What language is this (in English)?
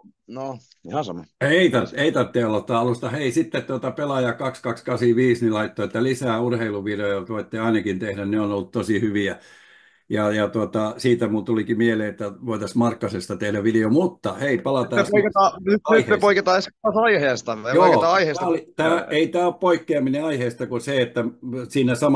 Finnish